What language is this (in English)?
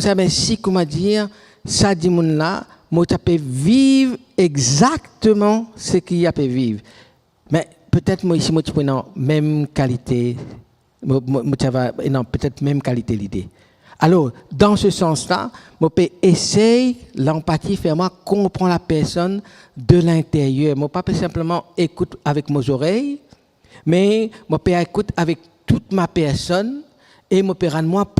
Morisyen